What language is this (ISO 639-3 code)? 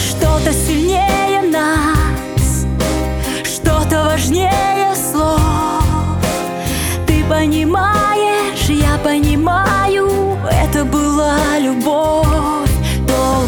rus